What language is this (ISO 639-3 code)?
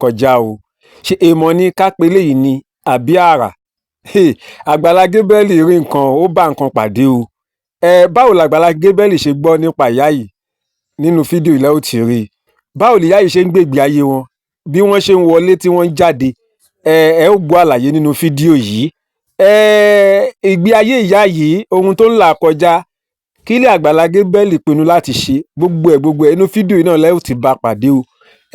yor